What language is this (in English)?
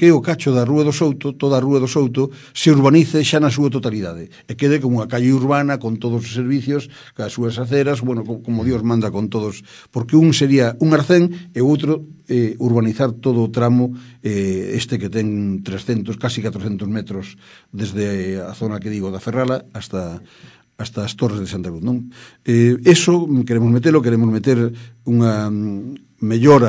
Galician